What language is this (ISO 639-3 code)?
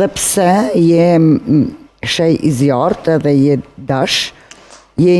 sqi